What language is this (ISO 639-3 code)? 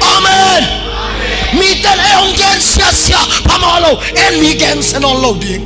ctd